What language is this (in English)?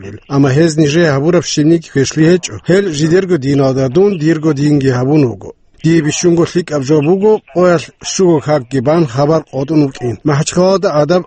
Avaric